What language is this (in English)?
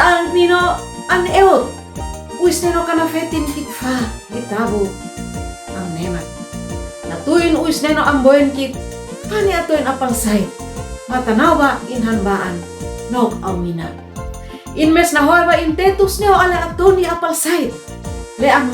Uab Meto